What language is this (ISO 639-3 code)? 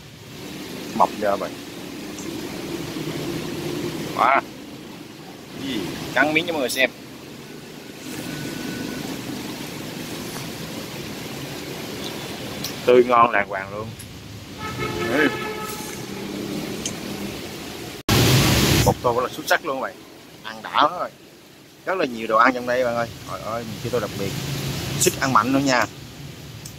vie